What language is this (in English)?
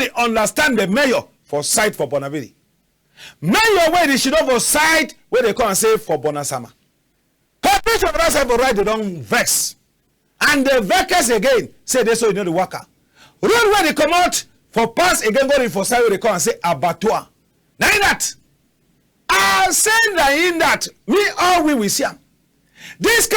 Cameroon Pidgin